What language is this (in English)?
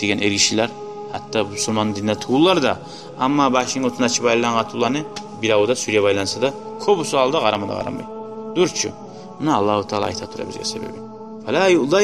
Kumyk